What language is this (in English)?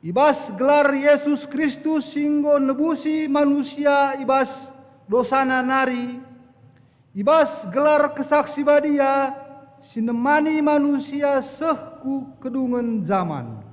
Batak Karo